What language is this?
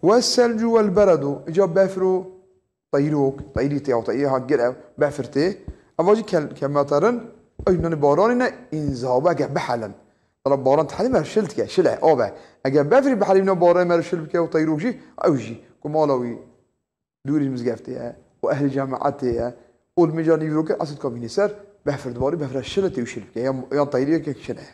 Kurdish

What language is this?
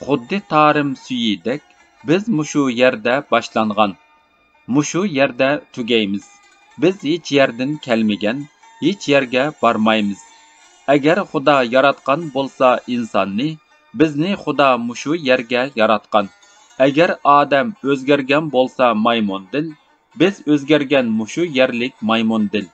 Uyghur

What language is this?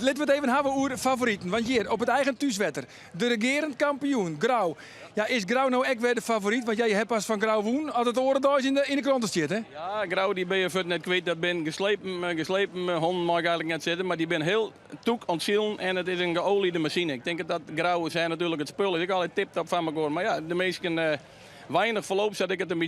Western Frisian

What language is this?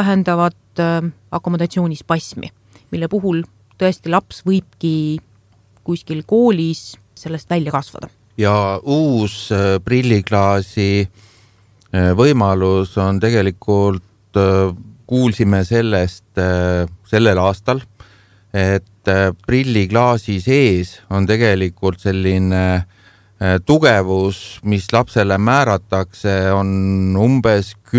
Estonian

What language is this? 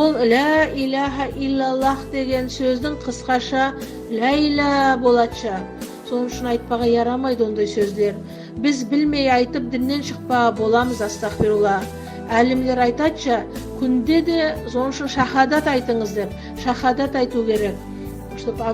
Nogai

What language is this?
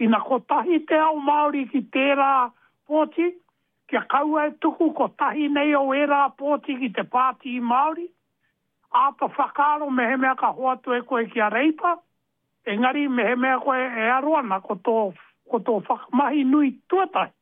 Māori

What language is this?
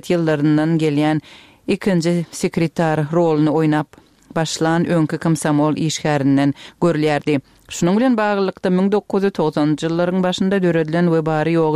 Turkmen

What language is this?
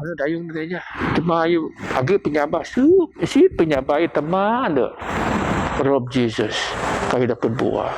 Biatah Bidayuh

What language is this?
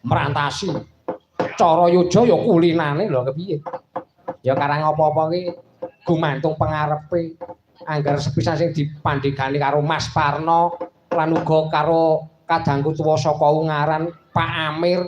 Javanese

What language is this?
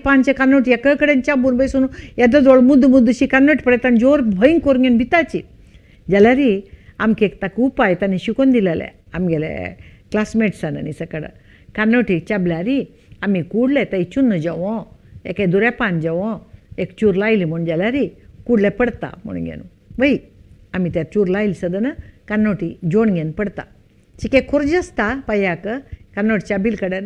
Konkani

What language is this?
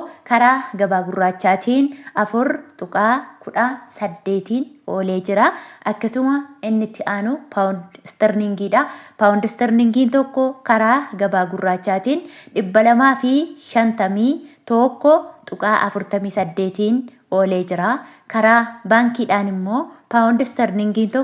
Oromo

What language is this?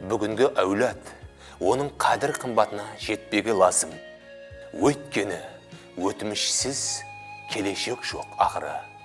Kara-Kalpak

